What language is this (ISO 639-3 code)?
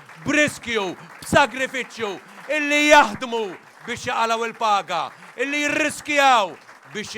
mlt